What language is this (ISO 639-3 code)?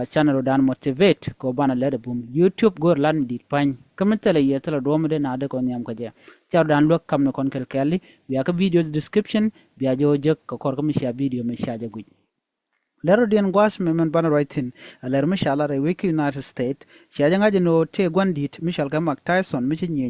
nus